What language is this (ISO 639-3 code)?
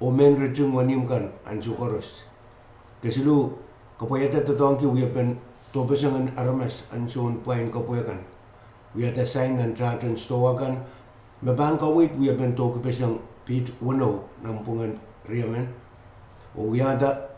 pon